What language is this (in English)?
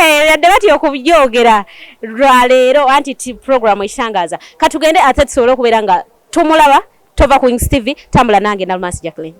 Ganda